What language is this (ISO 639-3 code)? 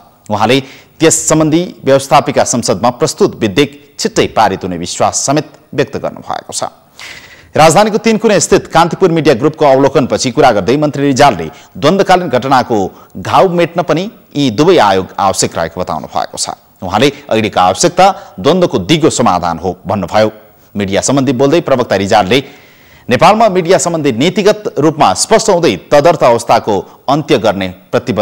nep